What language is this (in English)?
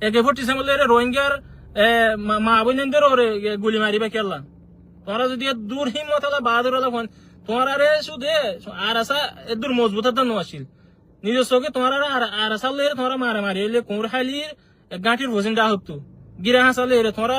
Rohingya